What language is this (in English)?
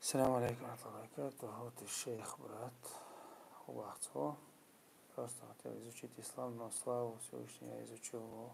Chechen